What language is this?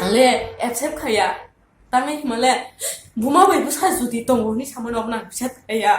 Kok Borok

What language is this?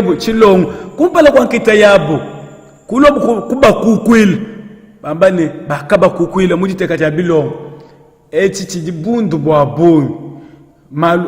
Luba-Lulua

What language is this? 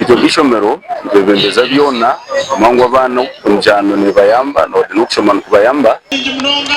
Nyankole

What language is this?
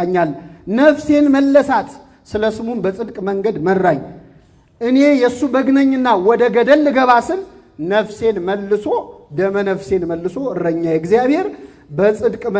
Amharic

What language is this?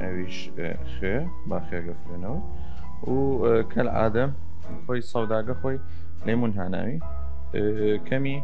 Southern Kurdish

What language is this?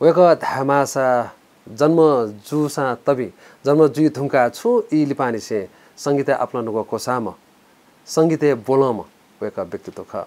Newari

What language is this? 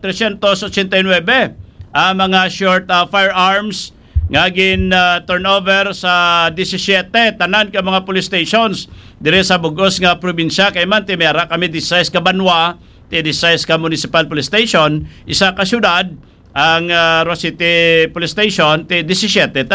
Hiligaynon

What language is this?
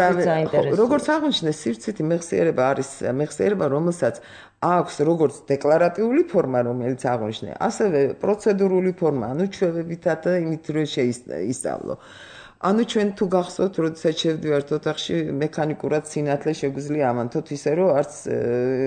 Georgian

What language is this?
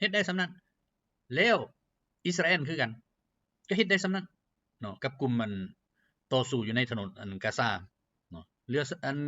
Lao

